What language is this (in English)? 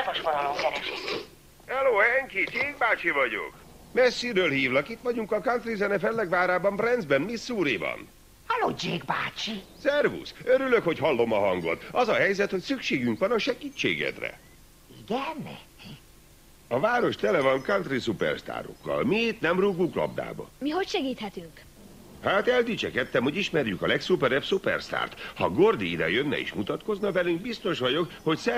Hungarian